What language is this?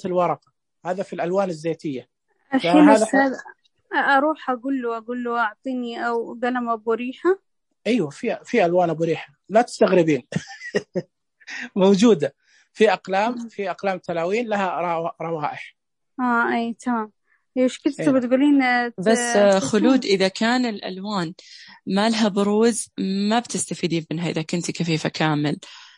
Najdi Arabic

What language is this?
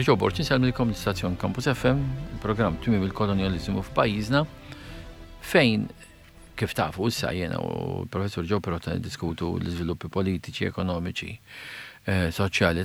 Maltese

